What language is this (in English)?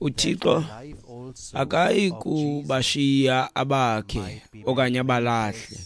Xhosa